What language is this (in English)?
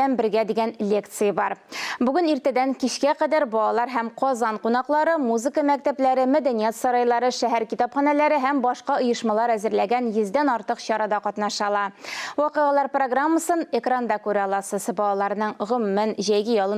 Tatar